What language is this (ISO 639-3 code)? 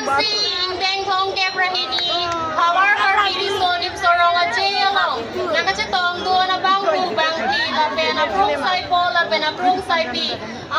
mjw